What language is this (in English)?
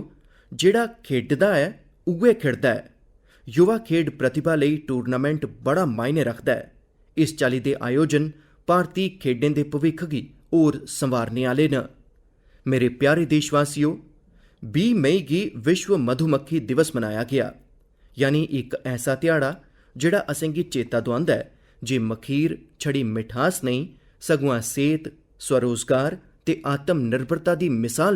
Dogri